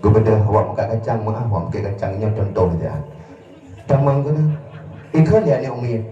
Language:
Achinese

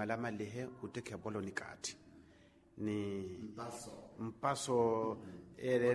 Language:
Makhuwa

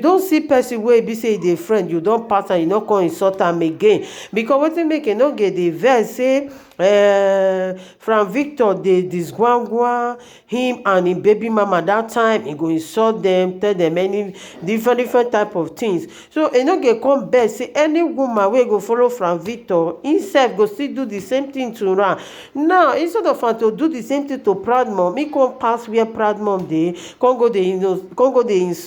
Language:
Nigerian Pidgin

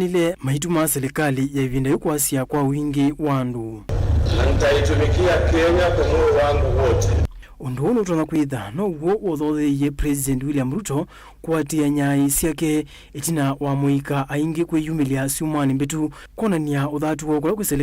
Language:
Kamba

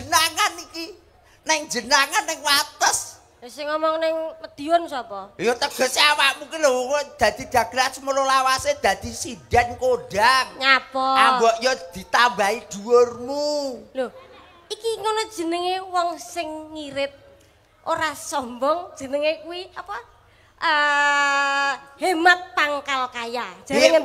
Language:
Javanese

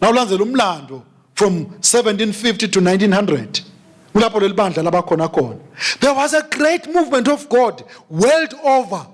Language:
Swati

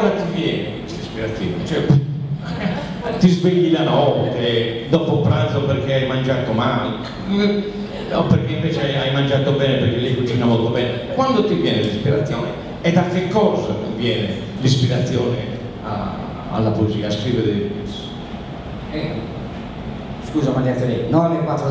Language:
Italian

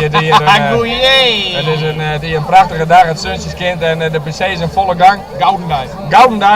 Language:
Western Frisian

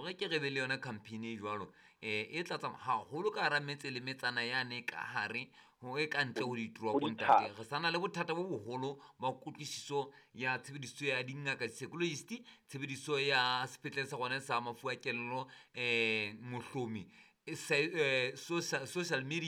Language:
Southern Sotho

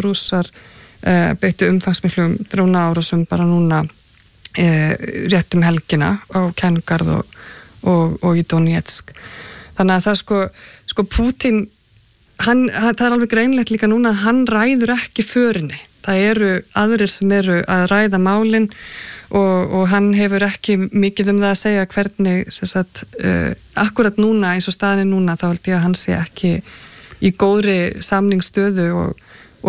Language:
Icelandic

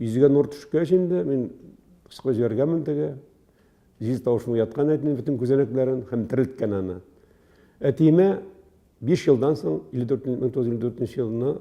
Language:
Tatar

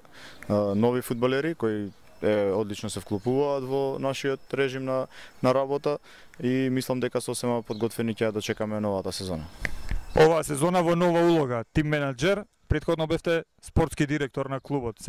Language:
Macedonian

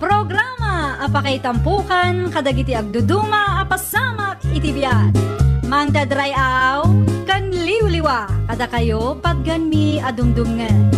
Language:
Iloko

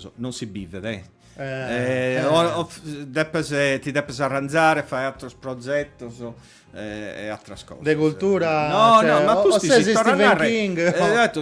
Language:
Sardinian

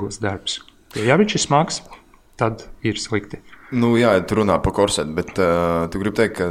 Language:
Latvian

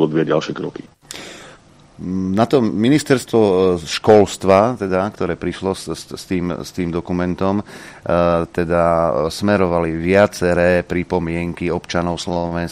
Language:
Slovak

